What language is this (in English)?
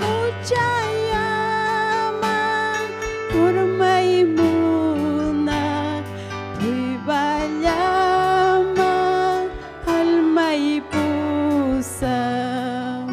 Ayacucho Quechua